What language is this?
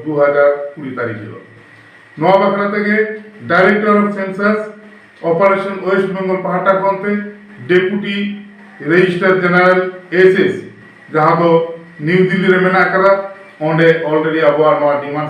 Santali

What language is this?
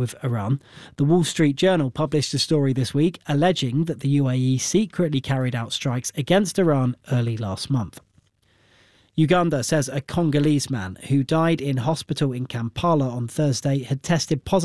English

